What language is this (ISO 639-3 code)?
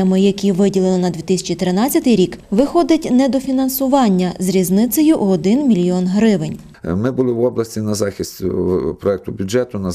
ukr